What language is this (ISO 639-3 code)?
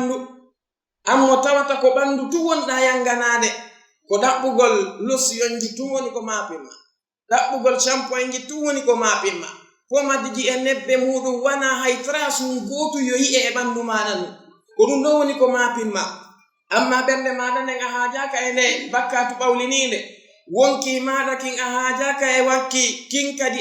ful